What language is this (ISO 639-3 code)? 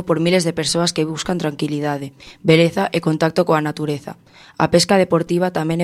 glg